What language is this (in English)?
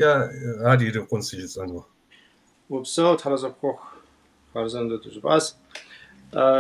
Kabardian